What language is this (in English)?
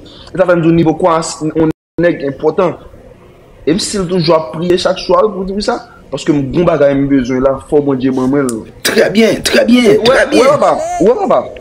Haitian Creole